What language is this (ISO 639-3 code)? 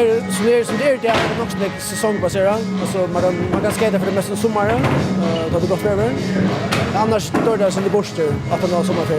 fao